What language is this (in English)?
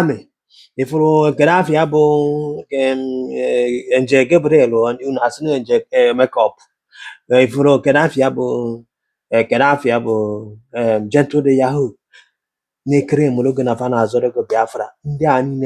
Igbo